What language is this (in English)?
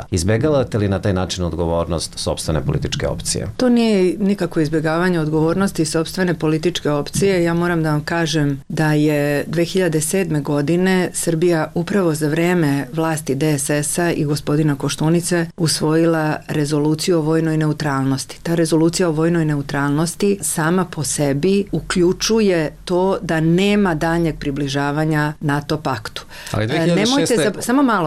Serbian